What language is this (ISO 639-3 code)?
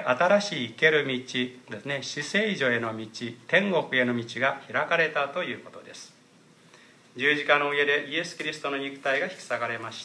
jpn